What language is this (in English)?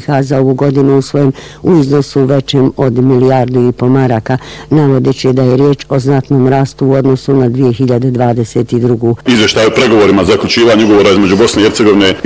Bosnian